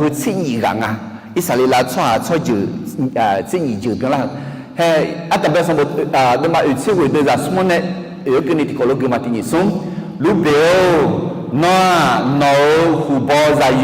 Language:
Akha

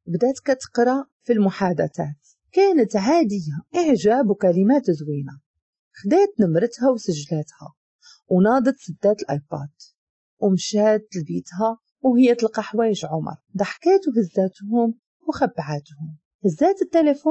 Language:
Moroccan Arabic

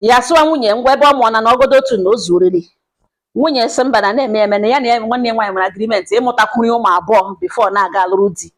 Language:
Igbo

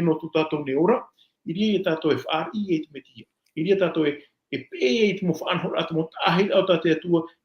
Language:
Tahitian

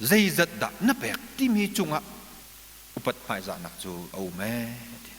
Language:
Hakha Chin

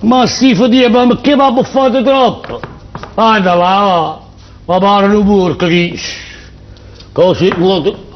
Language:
Neapolitan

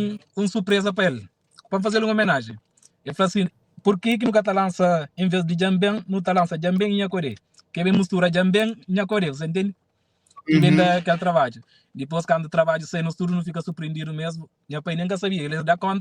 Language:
Kabuverdianu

